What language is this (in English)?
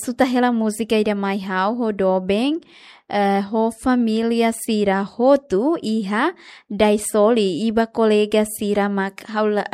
Tetum